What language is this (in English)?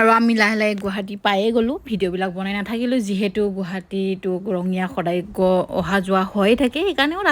Assamese